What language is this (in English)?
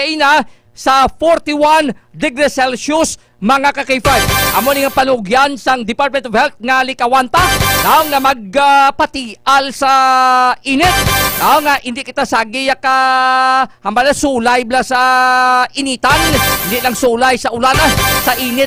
Hiligaynon